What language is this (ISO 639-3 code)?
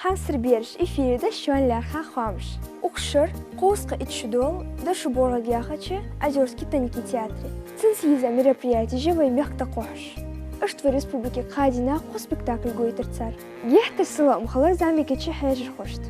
inh